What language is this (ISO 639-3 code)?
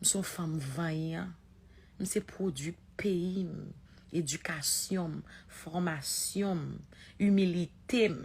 hat